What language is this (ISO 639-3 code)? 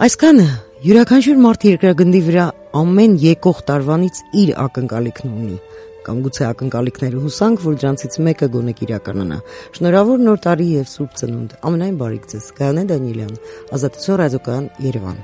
hye